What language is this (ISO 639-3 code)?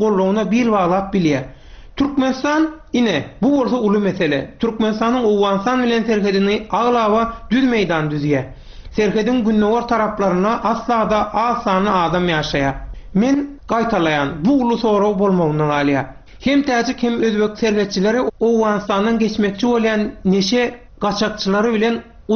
tuk